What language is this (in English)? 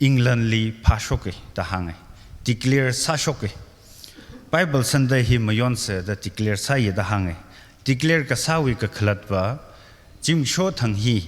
Tangkhul Naga (India)